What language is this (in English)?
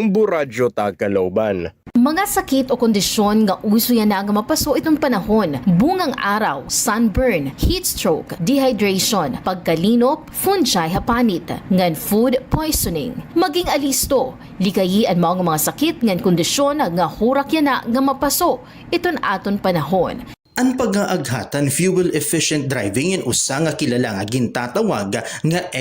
Waray